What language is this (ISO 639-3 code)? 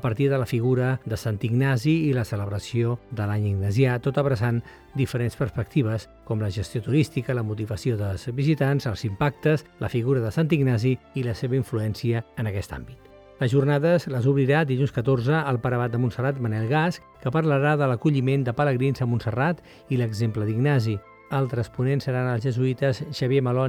cat